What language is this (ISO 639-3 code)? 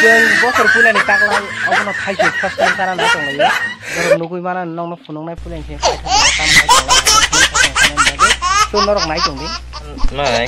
trp